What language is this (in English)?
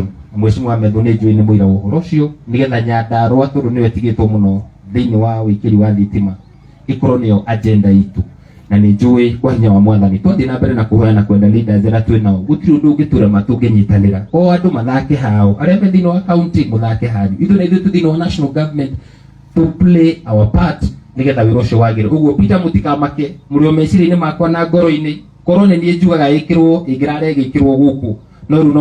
Kikuyu